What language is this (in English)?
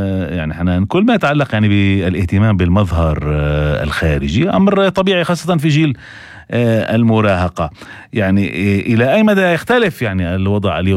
North Levantine Arabic